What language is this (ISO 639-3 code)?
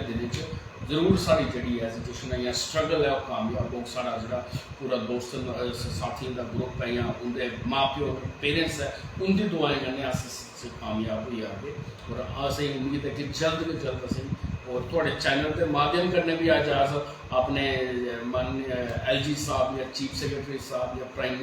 doi